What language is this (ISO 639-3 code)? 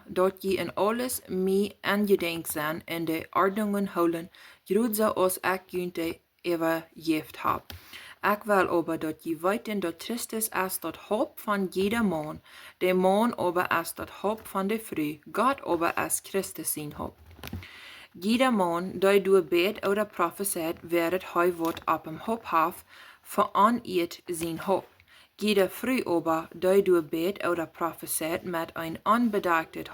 pdt